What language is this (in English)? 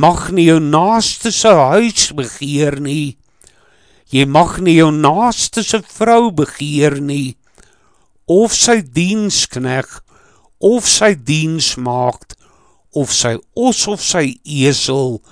Afrikaans